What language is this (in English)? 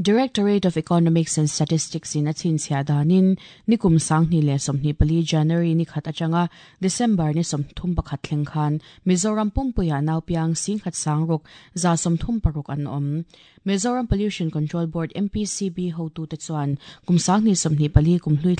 Mizo